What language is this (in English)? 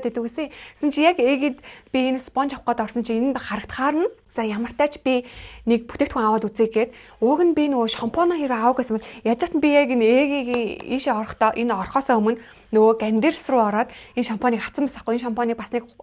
Mongolian